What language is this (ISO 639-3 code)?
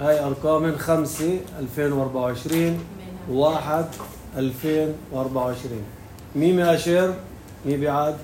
apc